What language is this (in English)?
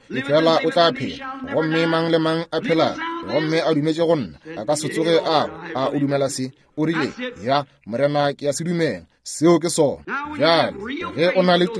Northern Sotho